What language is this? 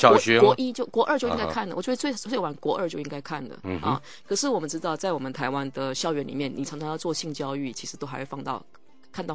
Chinese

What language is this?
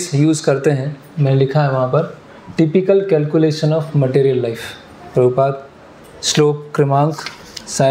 Hindi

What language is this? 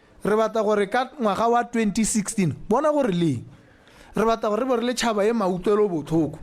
Tswana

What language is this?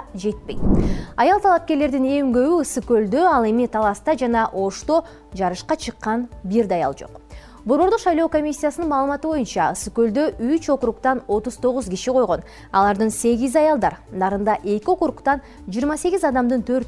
Kyrgyz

